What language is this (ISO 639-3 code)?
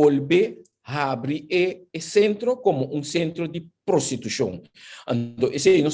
pap